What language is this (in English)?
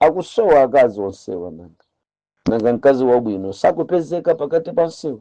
Nyanja